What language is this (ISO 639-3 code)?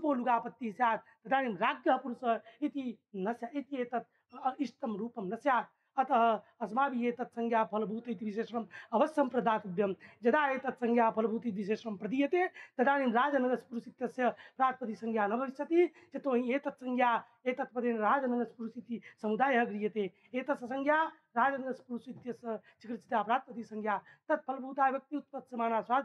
san